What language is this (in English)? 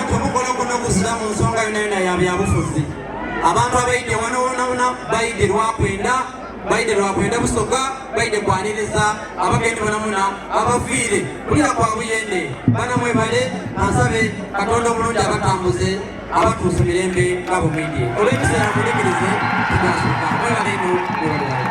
Soga